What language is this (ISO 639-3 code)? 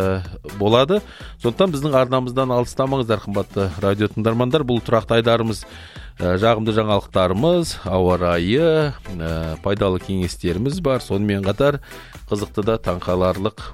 kaz